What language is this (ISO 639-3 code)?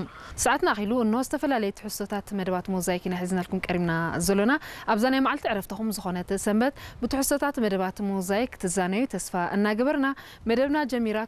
tir